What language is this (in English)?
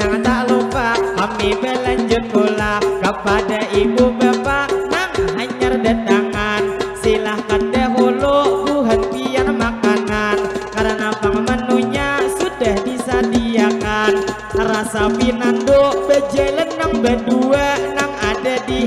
Banjar